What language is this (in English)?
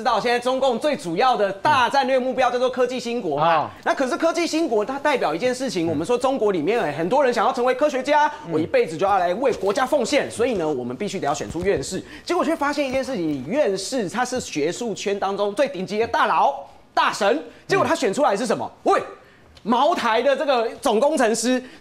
Chinese